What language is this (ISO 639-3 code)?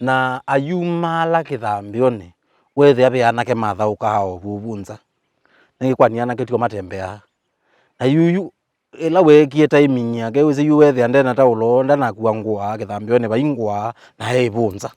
kam